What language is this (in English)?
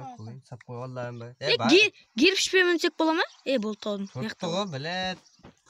Kara-Kalpak